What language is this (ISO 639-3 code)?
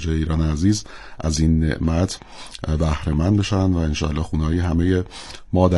fas